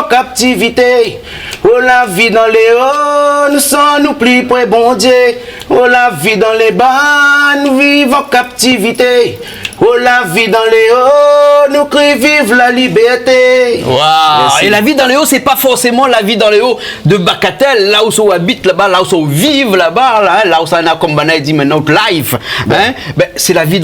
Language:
Réunion Creole French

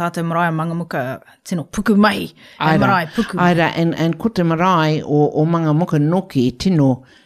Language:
Māori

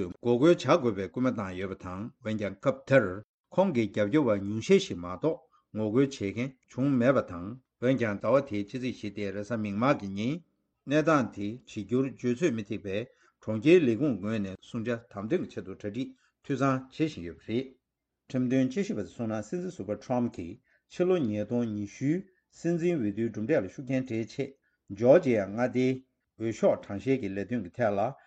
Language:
Tibetan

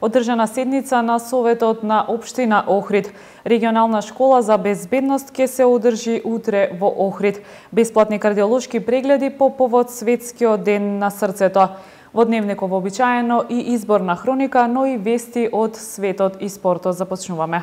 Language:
Macedonian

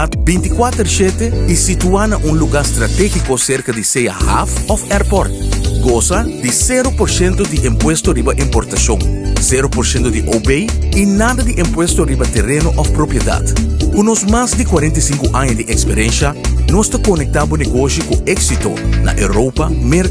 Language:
Papiamento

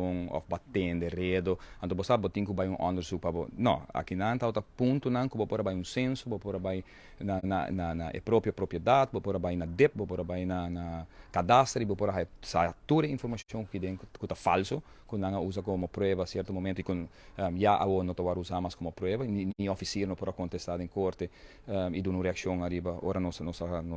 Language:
Papiamento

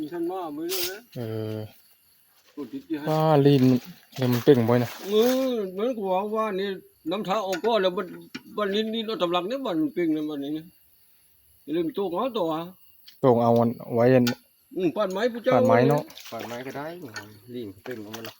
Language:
Northeastern Thai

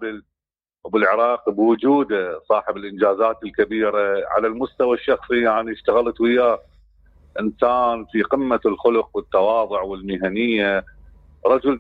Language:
Mesopotamian Arabic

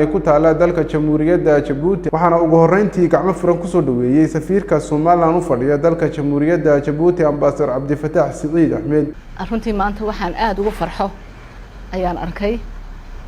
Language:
Somali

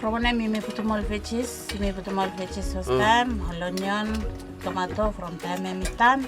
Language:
Bislama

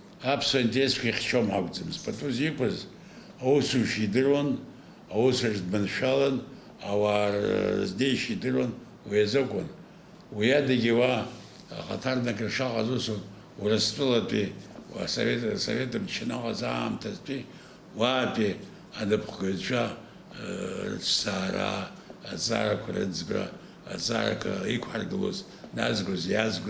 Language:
Abkhazian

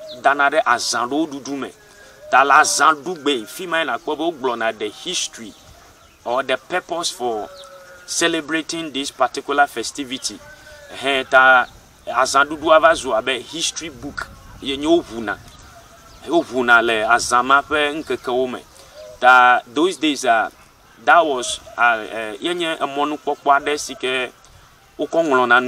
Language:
Ewe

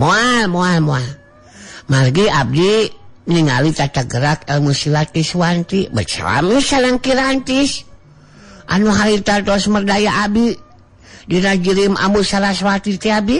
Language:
Sundanese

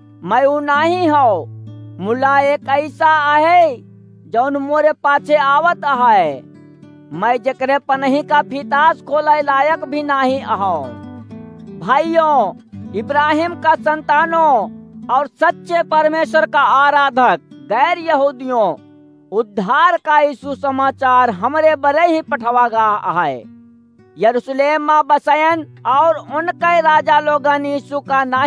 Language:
Awadhi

